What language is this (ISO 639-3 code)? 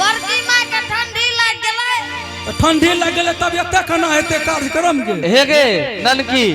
anp